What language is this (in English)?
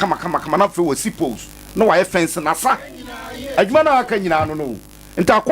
Akan